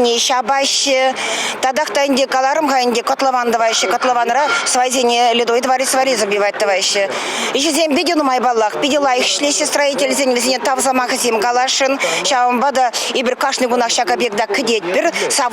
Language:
Chuvash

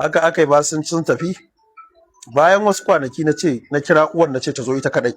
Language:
Hausa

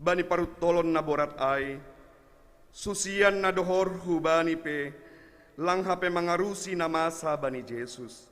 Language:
Batak Simalungun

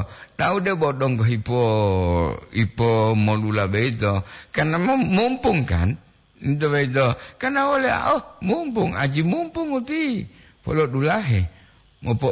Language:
Gorontalo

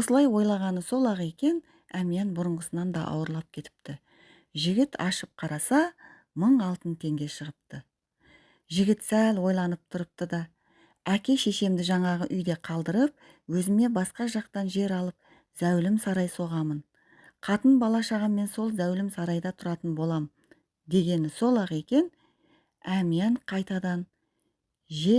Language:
Kazakh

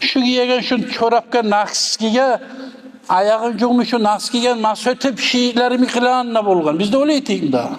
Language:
Kumyk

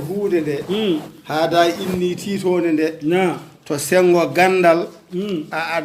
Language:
Fula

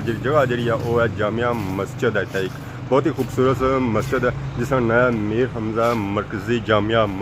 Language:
Pahari-Potwari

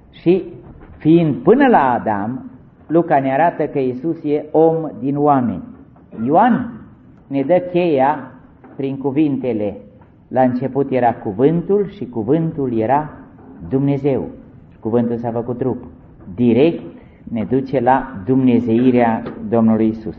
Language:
Romanian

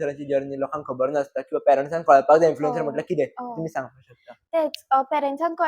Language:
Konkani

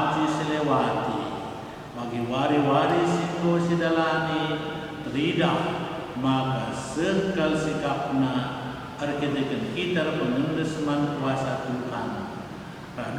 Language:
Batak Karo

